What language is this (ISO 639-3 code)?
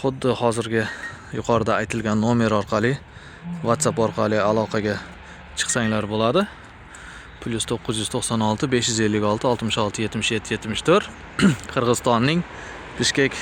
uzb